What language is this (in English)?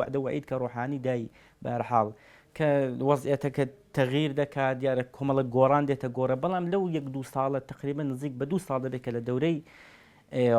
Central Kurdish